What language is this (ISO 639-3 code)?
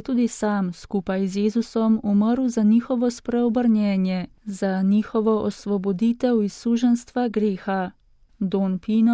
slv